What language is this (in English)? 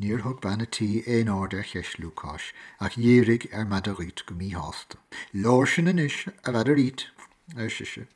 Irish